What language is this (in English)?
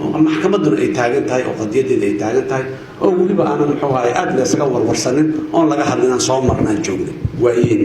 Somali